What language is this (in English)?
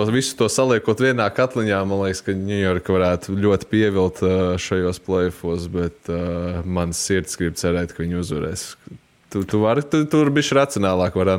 Latvian